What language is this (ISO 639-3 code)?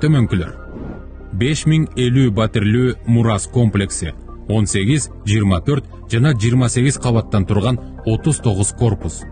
kir